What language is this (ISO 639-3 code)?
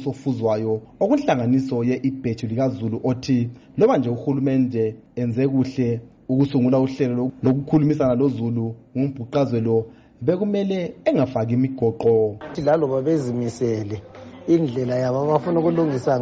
nde